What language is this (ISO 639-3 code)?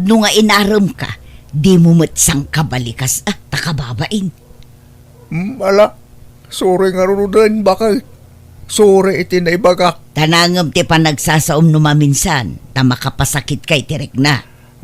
ilo